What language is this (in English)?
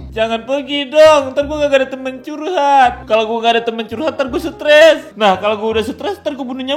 Betawi